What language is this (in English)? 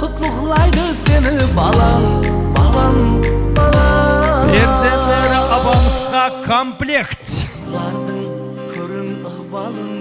Kara-Kalpak